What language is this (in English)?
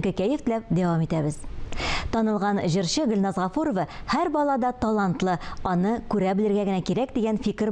Tatar